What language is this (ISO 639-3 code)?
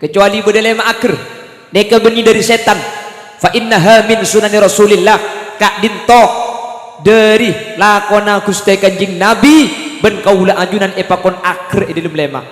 mad